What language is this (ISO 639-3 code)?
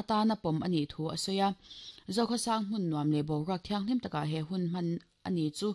lus